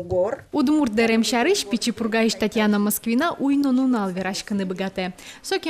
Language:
Udmurt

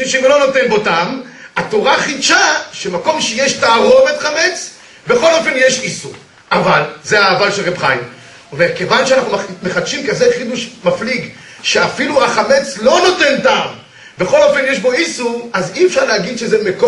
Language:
Hebrew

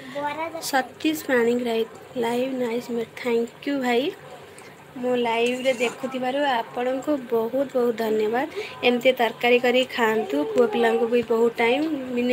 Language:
Odia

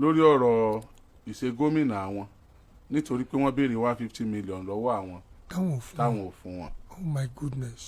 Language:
Yoruba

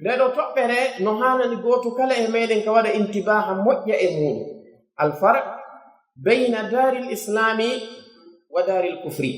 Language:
Pular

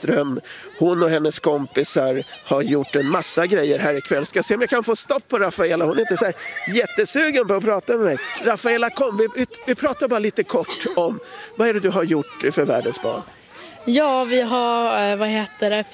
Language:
Swedish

